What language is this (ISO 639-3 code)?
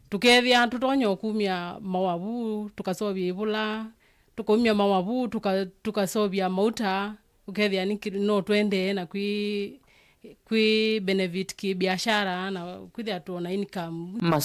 kam